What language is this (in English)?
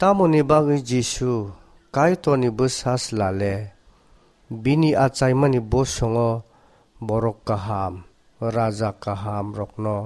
Kok Borok